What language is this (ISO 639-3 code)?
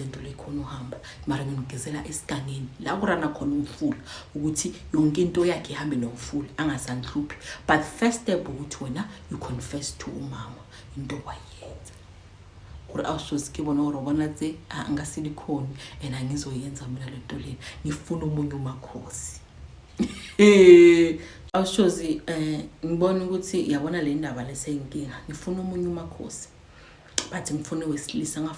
zul